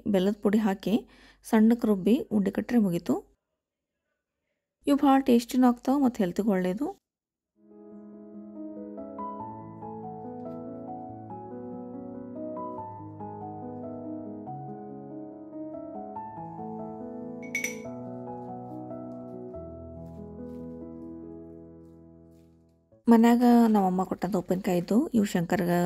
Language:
Kannada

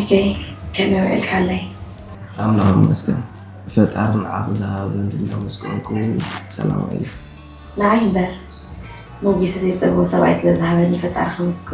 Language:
Tigrinya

